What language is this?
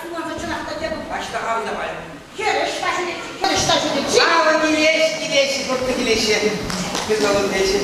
Chuvash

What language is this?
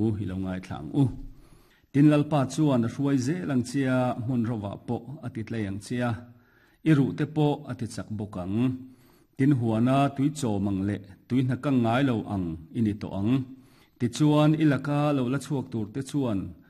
Mizo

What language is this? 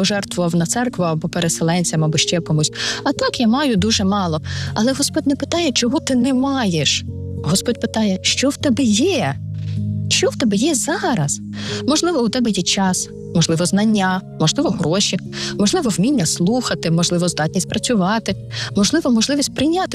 Ukrainian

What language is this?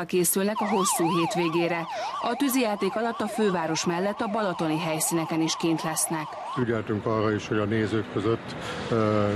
Hungarian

